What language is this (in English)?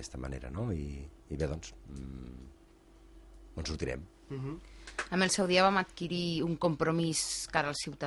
Catalan